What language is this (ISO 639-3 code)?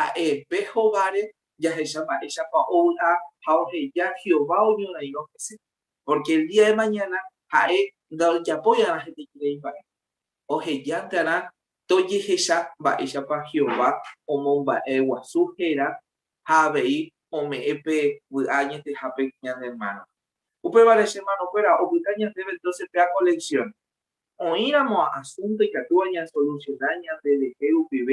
grn